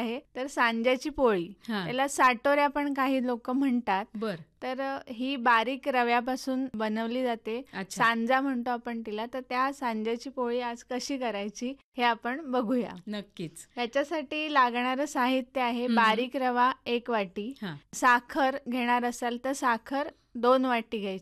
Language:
Marathi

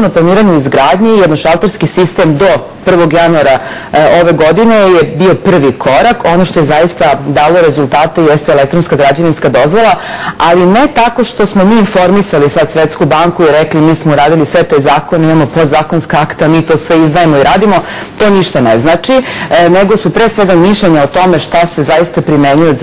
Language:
Serbian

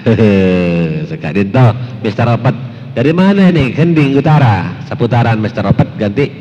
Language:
Madurese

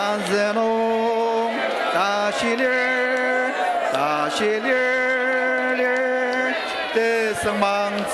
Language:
Ao Naga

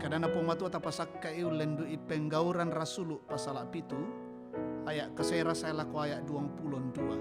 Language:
Toraja-Sa'dan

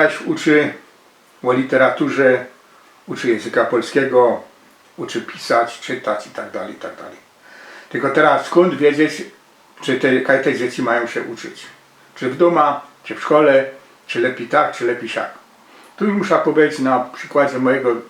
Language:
Silesian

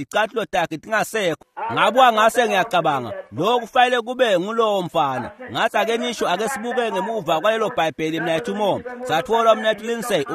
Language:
Swati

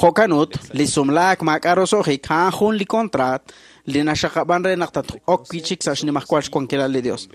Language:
Kekchí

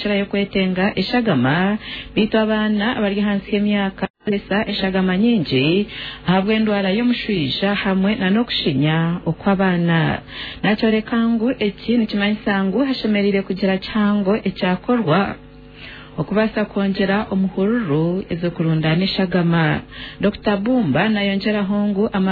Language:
Nyankole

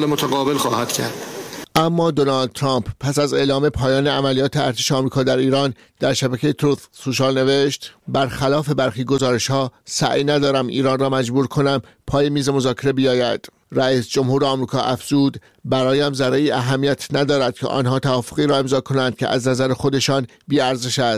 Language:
Persian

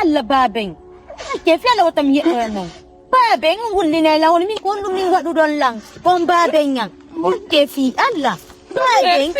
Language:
Fula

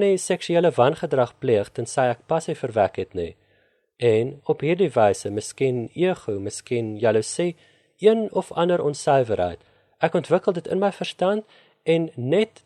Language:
Afrikaans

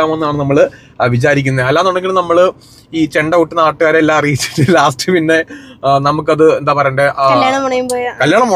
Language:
Malayalam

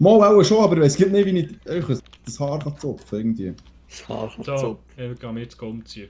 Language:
Swiss German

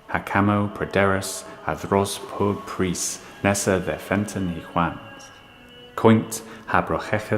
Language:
Cornish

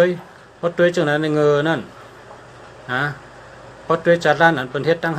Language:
Shan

